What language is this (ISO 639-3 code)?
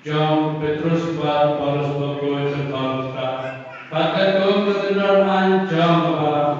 kha